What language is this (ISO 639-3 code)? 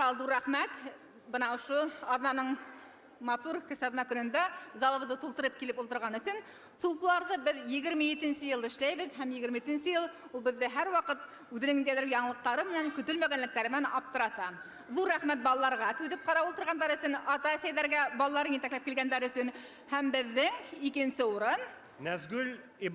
bak